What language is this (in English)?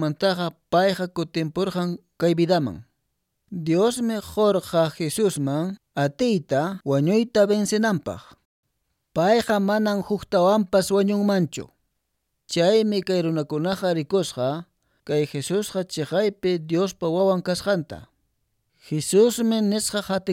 Quechua